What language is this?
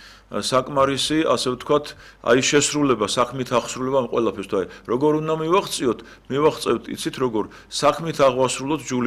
Georgian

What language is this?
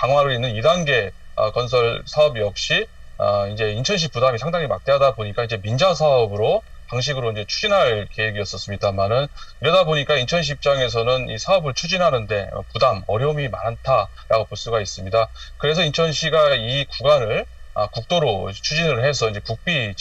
Korean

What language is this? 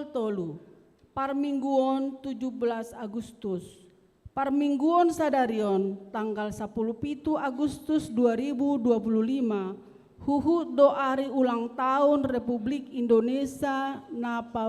Batak Toba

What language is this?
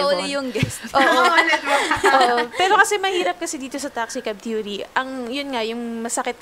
Filipino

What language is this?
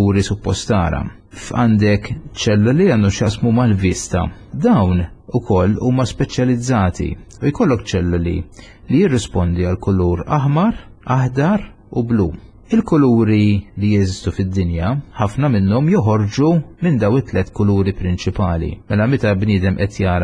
Maltese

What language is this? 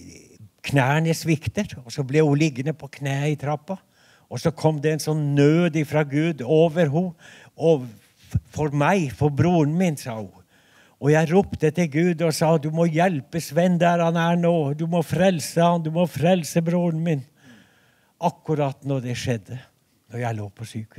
Norwegian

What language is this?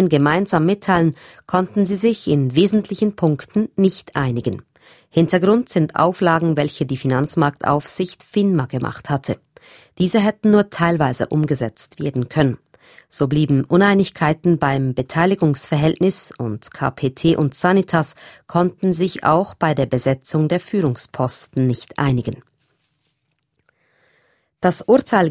German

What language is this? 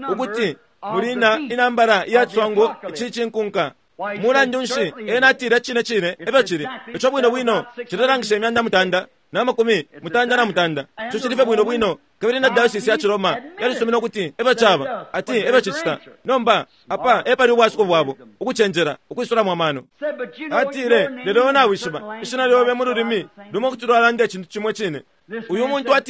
Bemba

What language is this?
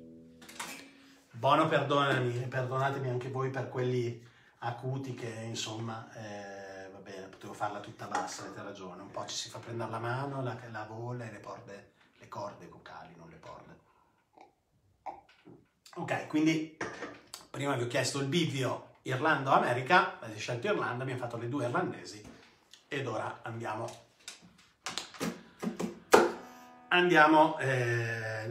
Italian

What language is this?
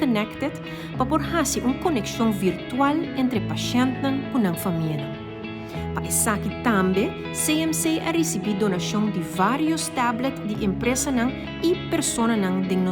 Papiamento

